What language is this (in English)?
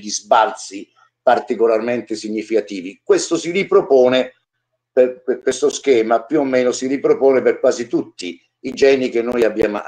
Italian